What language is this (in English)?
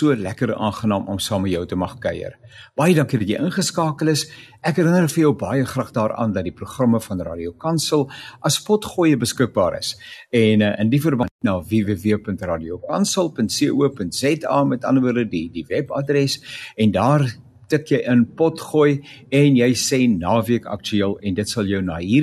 Afrikaans